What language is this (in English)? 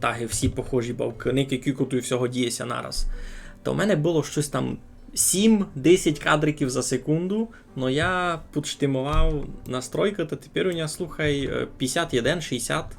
Rusyn